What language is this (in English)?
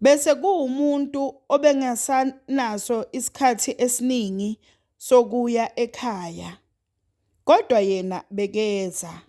Zulu